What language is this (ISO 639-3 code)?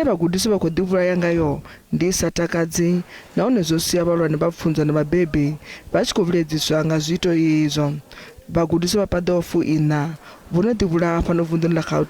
ven